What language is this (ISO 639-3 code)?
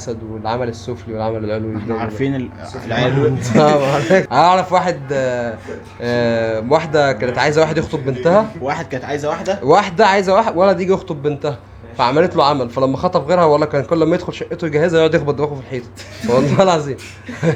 arz